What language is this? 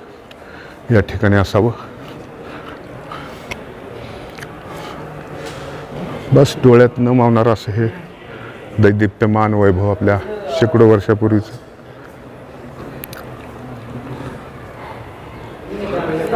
Marathi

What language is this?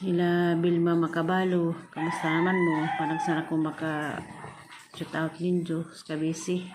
Cebuano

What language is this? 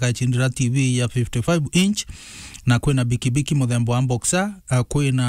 Meru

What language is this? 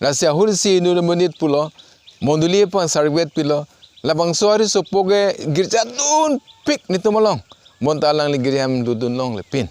Karbi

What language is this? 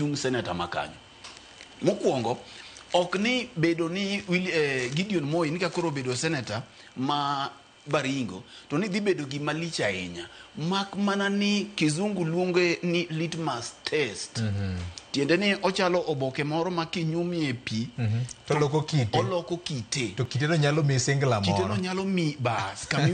Luo (Kenya and Tanzania)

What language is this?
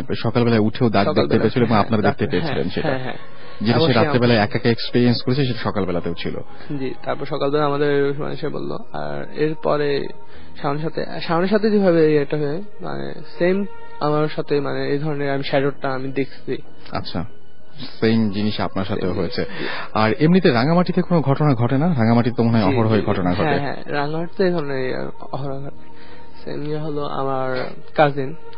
Bangla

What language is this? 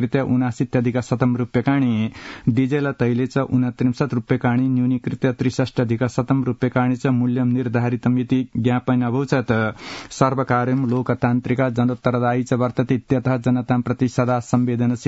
Sanskrit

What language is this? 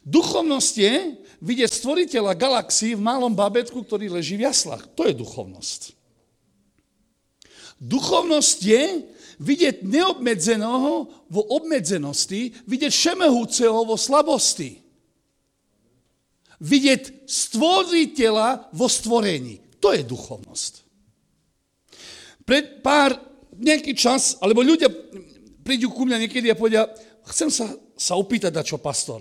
Slovak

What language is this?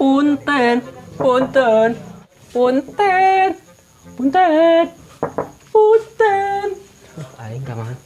Sundanese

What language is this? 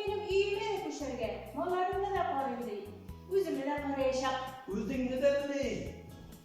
Tatar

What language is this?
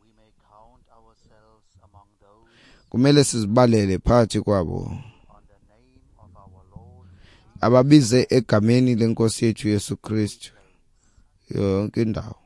Xhosa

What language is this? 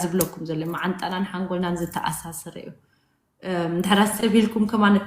Tigrinya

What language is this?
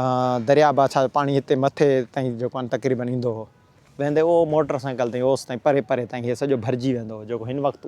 Sindhi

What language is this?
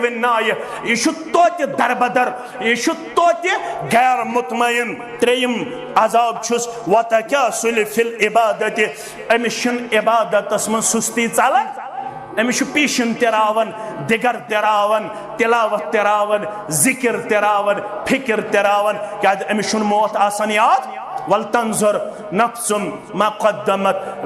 Kashmiri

